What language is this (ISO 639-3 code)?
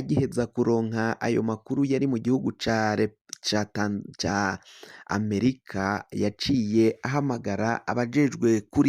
run